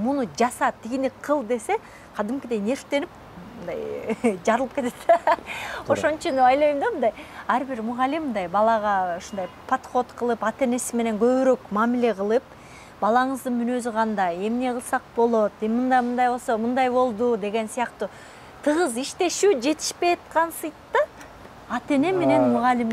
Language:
Kyrgyz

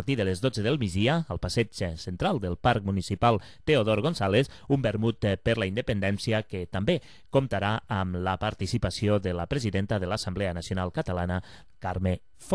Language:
Catalan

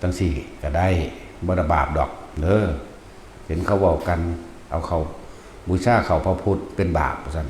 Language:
Northeastern Thai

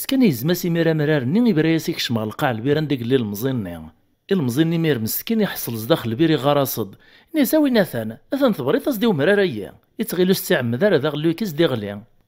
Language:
Kabyle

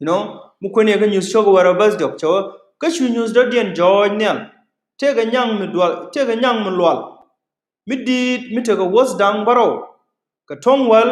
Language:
Nuer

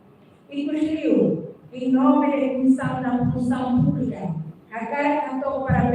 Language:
Tetum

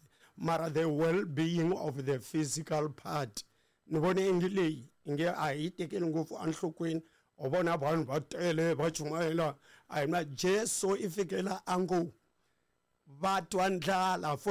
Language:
Tsonga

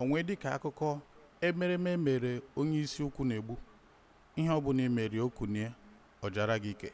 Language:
Igbo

